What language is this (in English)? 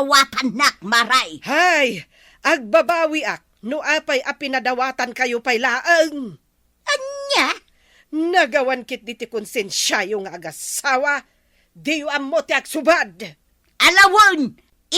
Iloko